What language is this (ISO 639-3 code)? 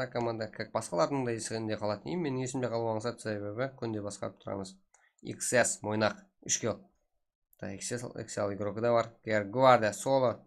kaa